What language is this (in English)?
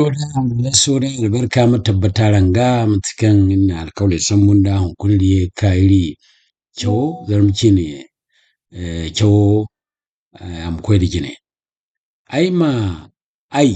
Zarma